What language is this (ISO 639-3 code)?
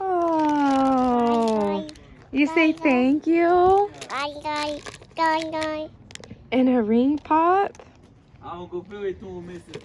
jam